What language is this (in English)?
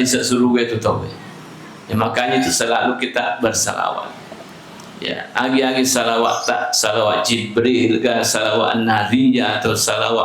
Buginese